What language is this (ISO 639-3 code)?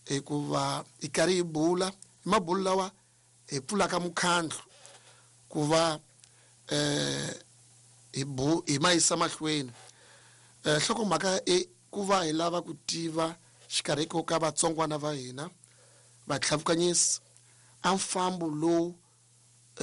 tso